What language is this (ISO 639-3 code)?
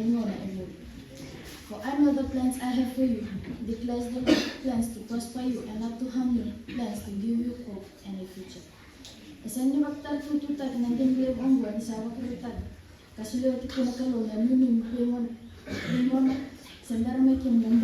fij